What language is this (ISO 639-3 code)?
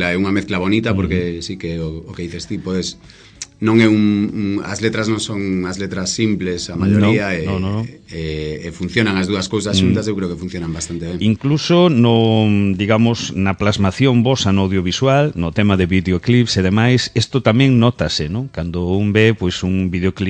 glg